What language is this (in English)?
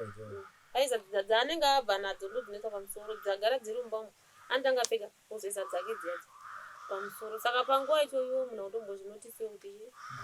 Shona